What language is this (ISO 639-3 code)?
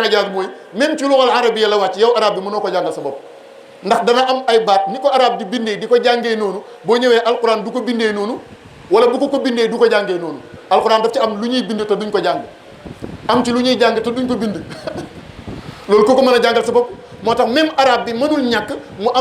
wol